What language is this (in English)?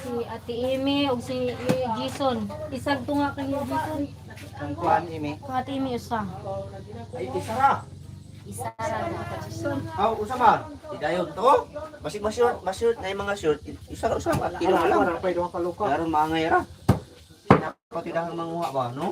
Cebuano